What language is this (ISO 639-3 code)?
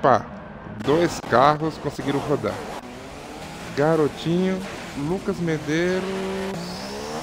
por